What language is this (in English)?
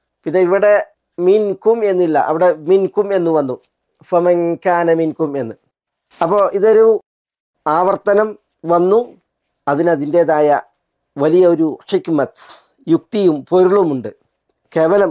Malayalam